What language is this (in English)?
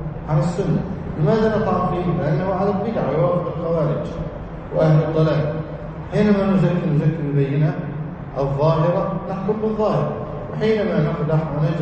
Arabic